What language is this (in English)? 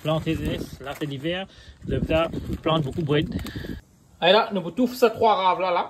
Morisyen